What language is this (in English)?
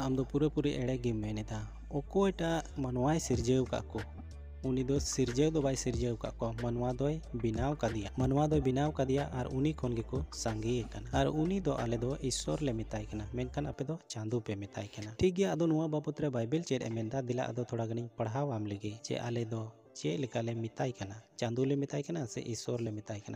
Santali